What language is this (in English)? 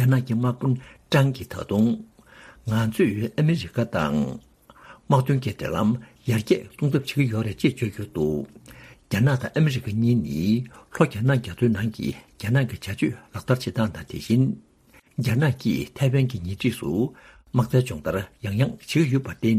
Tibetan